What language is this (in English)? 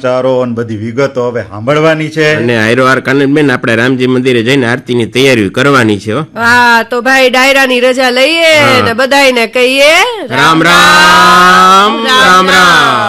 Gujarati